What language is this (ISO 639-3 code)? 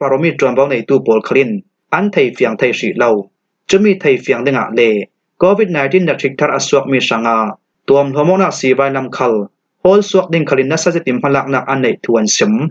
cfm